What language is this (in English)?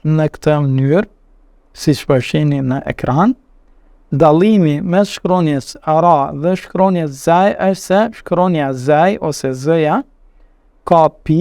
Albanian